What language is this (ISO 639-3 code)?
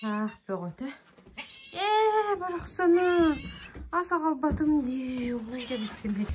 sah